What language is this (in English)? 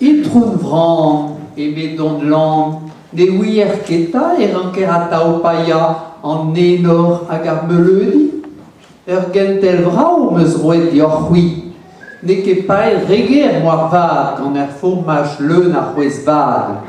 Breton